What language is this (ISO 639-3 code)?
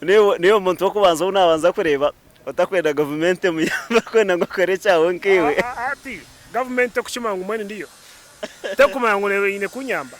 nyn